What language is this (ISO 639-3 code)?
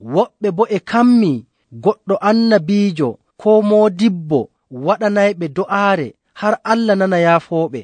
fuv